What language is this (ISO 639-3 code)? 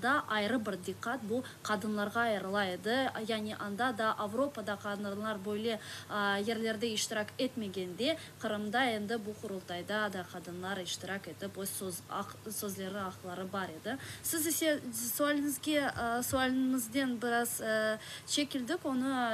crh